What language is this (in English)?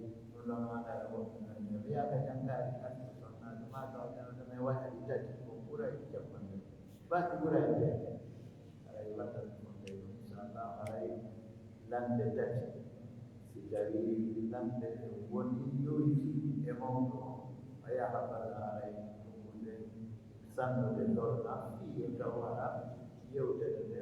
Pular